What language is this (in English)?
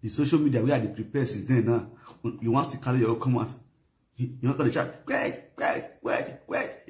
Nigerian Pidgin